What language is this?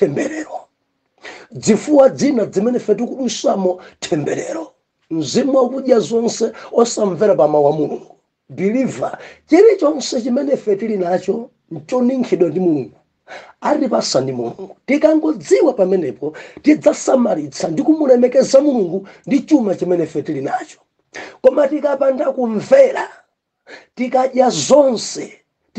Nyanja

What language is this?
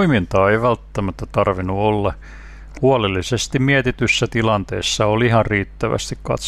Finnish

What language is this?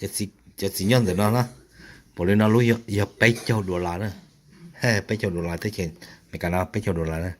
Hmong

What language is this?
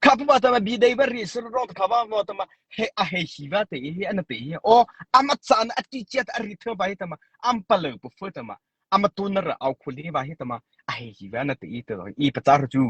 Mara Chin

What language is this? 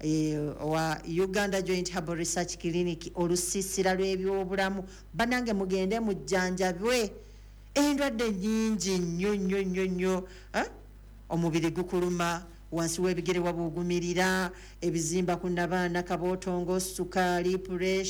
Ganda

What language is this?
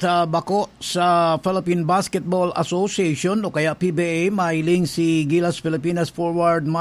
Bikol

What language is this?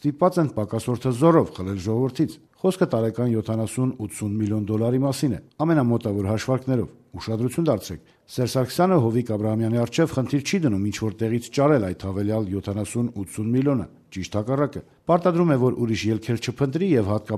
Armenian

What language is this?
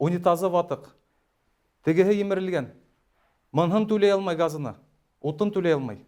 Bashkir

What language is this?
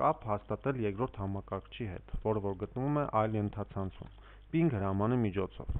Armenian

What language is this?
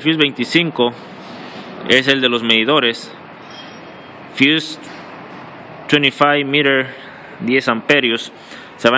Spanish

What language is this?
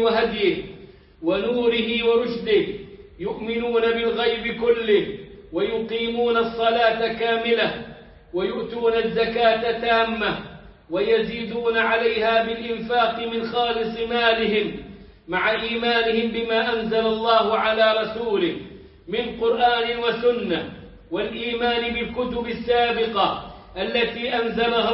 Arabic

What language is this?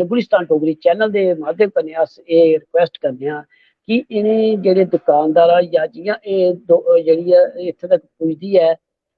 Dogri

